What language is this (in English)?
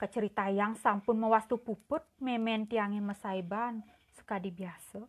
Balinese